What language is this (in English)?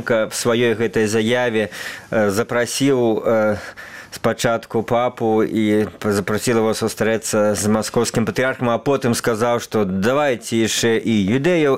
Belarusian